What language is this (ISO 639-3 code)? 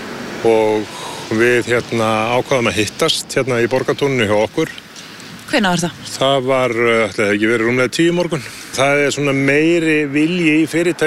isl